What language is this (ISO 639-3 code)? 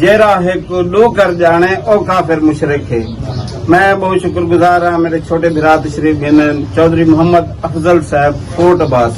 skr